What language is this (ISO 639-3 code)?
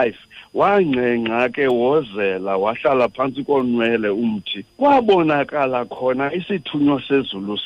xho